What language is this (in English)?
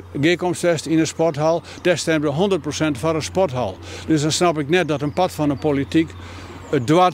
Western Frisian